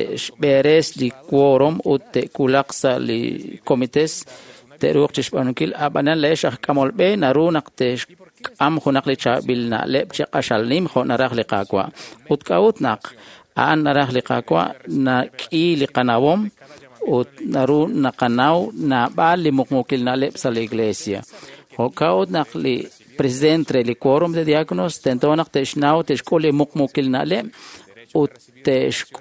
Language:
Kekchí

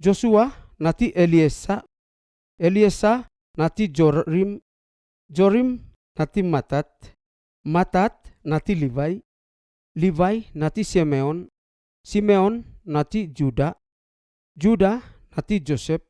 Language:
Seimat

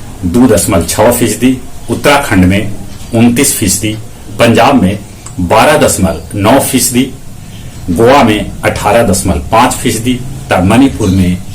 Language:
Magahi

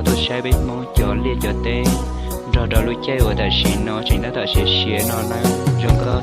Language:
Hmong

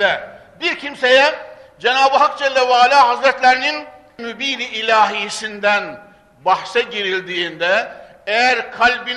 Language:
Turkish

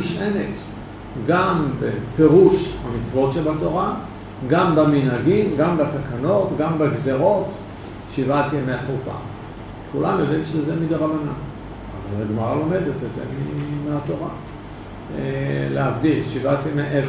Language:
Hebrew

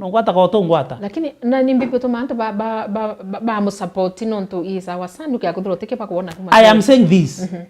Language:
Meru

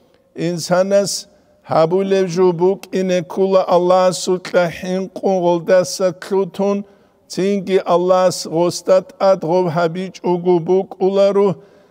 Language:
Avaric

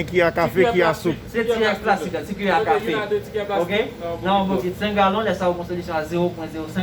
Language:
Haitian Creole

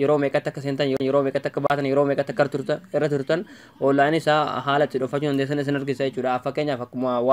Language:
Oromo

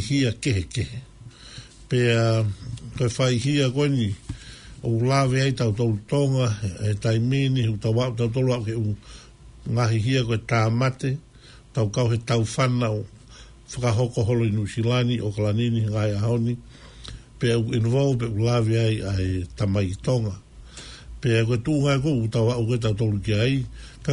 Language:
Tongan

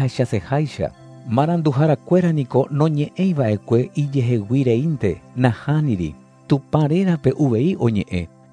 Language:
Guarani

